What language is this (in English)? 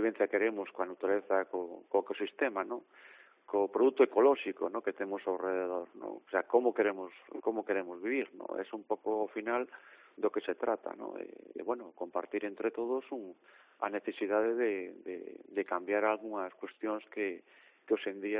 Galician